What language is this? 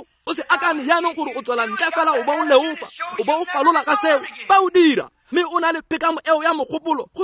Tswana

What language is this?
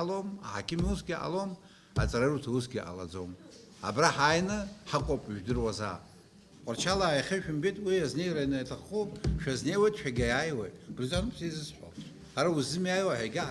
Abkhazian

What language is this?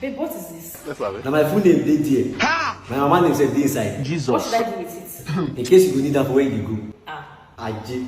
Nigerian Pidgin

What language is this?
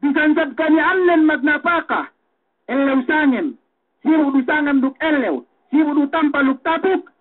Yakan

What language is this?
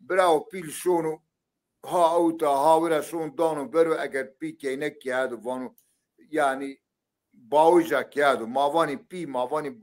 Zaza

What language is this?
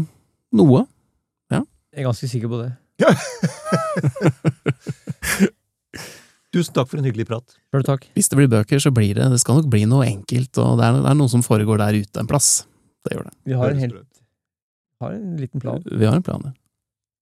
Norwegian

